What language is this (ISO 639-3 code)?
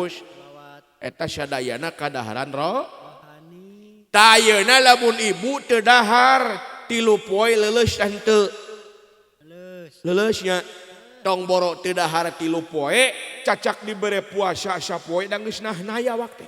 sun